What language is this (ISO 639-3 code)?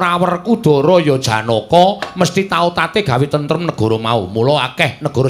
jav